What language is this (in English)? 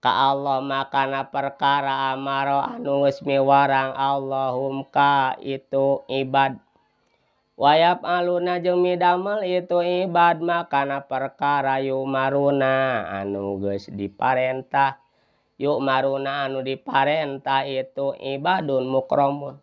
Sundanese